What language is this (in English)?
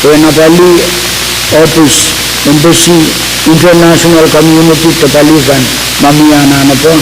Pohnpeian